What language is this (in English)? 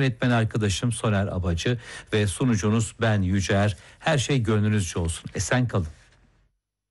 Turkish